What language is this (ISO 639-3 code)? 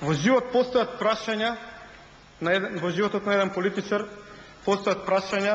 mkd